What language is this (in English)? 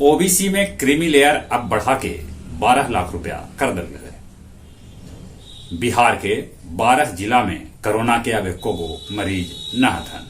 Magahi